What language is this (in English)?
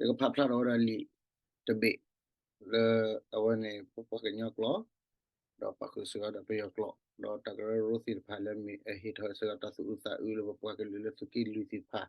S'gaw Karen